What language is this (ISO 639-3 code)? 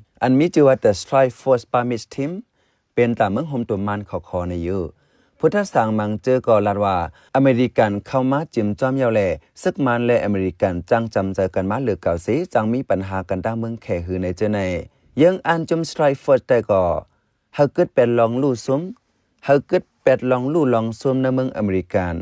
shn